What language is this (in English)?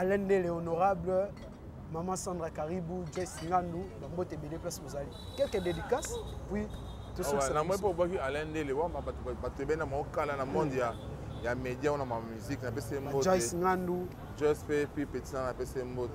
Lingala